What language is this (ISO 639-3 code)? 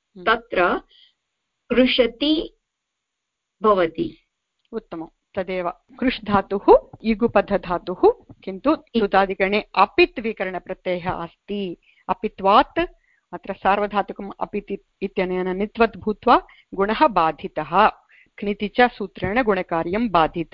san